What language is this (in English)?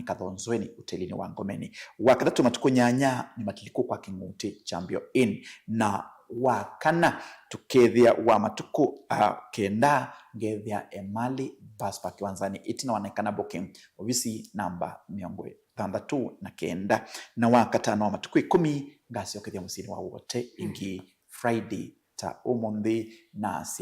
Kamba